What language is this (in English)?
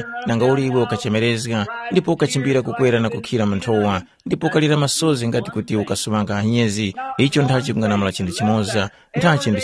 Tumbuka